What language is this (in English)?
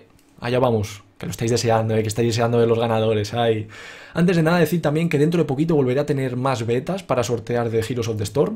Spanish